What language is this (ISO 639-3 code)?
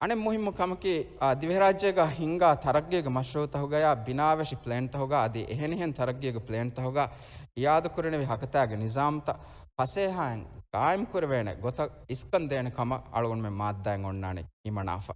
div